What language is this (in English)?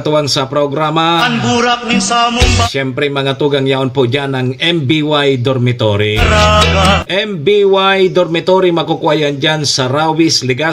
Bikol